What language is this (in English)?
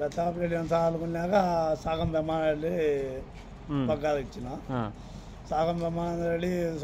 Telugu